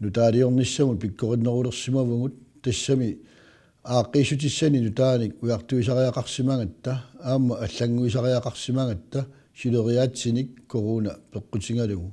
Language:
Kalaallisut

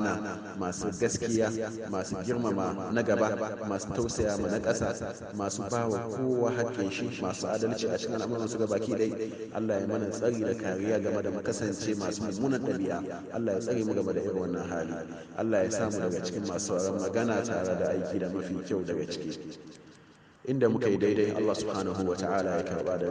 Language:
Hausa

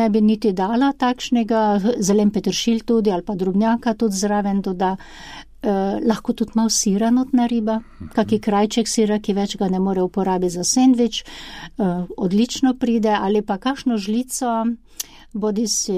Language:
Slovenian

